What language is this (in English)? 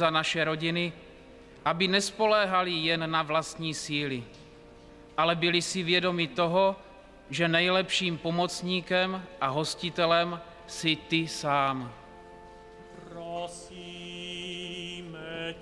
Czech